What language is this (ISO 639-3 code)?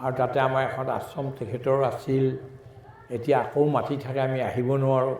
asm